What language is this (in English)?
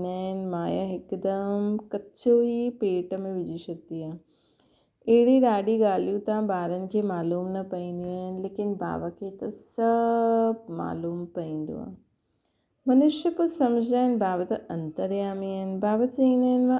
Sindhi